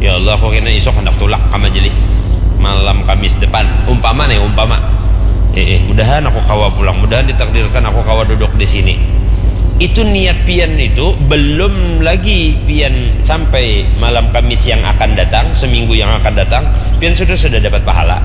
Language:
Banjar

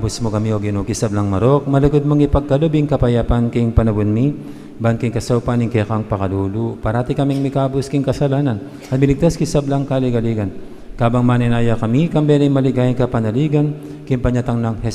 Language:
Pampanga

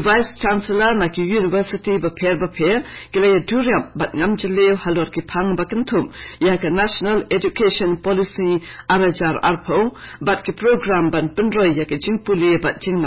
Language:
Khasi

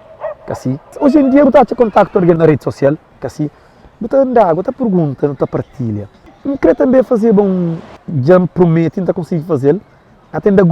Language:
Kabuverdianu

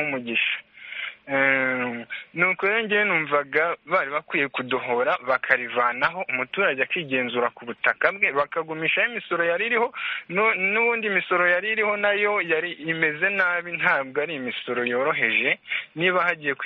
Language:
Kinyarwanda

